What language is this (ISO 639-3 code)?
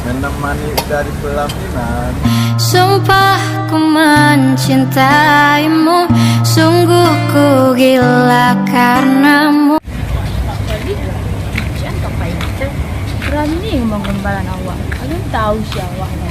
min